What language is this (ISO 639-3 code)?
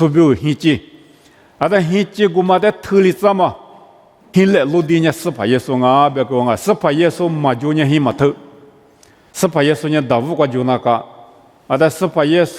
lis